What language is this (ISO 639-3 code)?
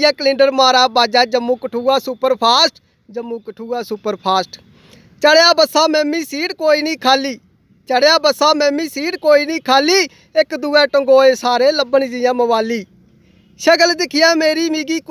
doi